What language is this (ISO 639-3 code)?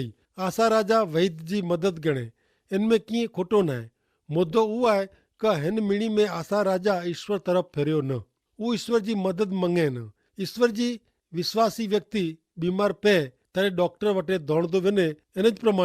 kfr